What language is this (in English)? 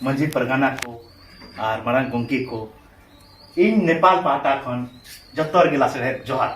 Santali